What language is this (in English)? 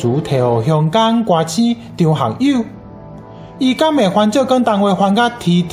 Min Nan Chinese